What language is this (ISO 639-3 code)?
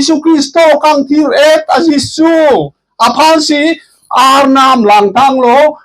mjw